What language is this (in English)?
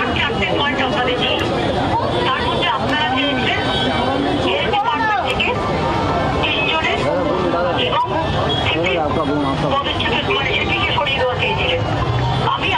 Bangla